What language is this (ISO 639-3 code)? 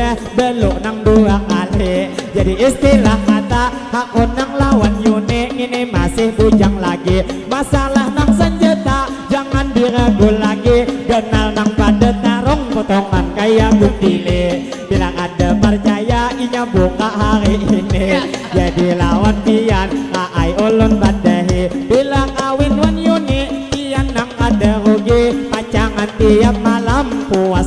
bjn